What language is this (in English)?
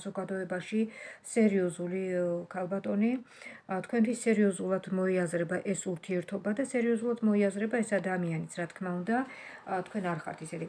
Georgian